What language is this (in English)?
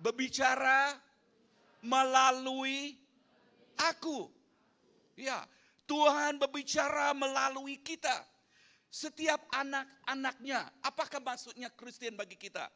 Iban